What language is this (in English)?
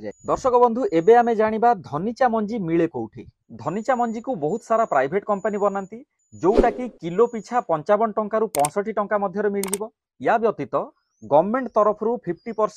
Odia